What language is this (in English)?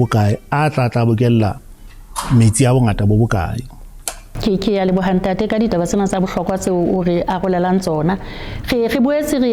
Southern Sotho